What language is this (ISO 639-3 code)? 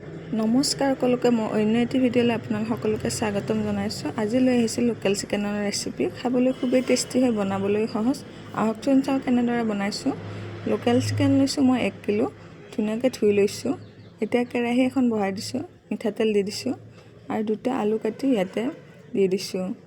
asm